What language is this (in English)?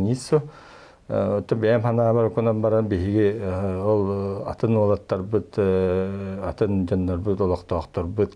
Yakut